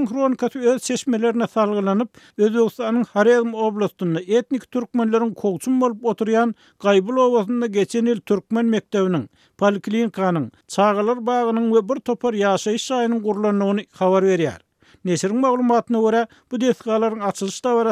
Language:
Turkmen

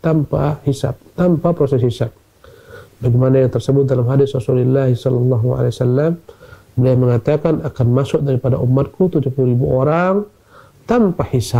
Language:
Indonesian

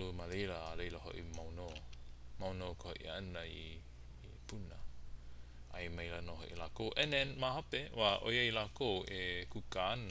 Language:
Hawaiian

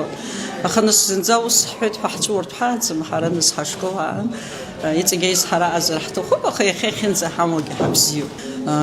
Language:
Abkhazian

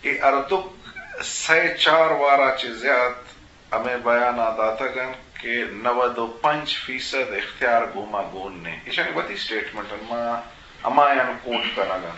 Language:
Eastern Balochi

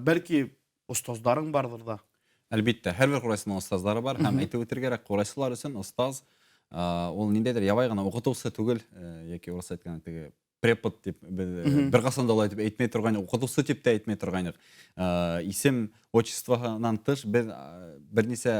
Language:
Bashkir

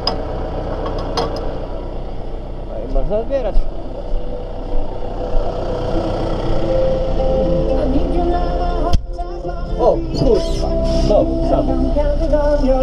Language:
Polish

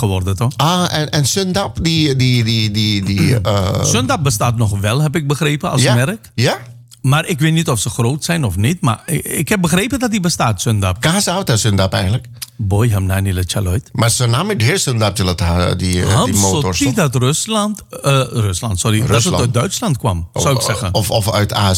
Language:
Dutch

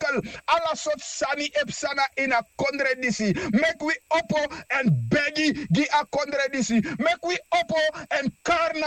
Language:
Sranan Tongo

